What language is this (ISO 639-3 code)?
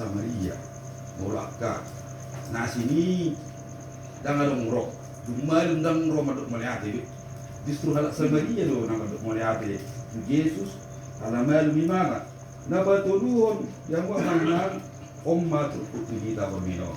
bbc